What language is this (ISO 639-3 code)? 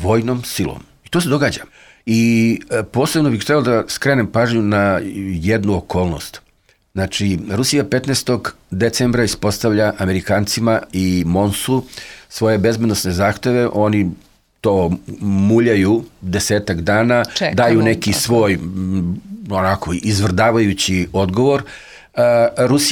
srp